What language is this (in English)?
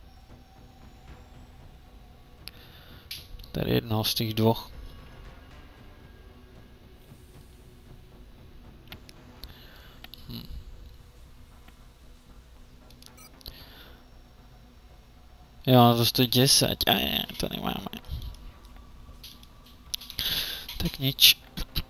Czech